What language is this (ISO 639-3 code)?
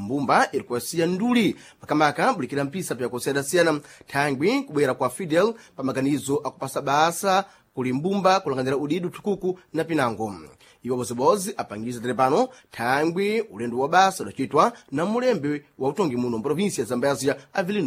seh